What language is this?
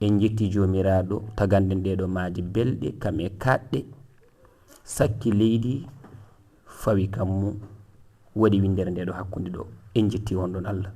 Fula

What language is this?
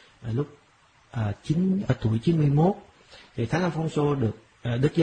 Vietnamese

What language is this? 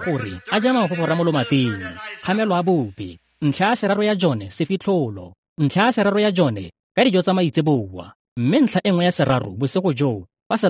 Tswana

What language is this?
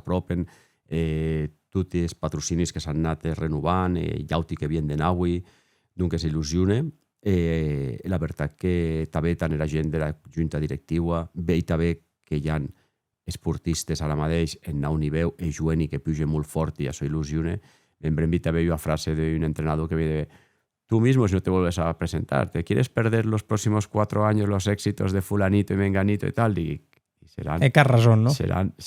Occitan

